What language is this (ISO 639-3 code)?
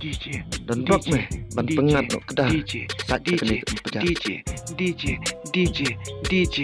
kha